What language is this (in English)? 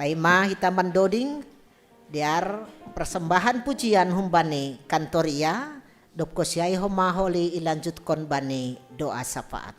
Batak Simalungun